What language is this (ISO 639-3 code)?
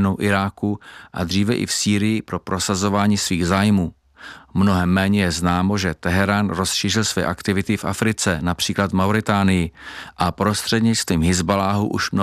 ces